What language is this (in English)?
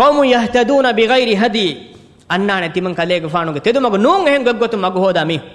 Divehi